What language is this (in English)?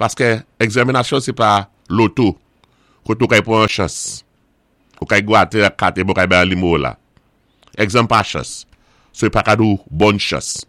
Saint Lucian Creole French